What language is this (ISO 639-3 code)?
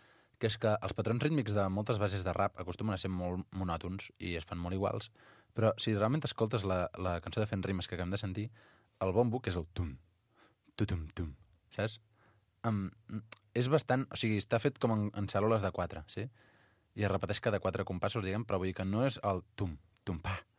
cat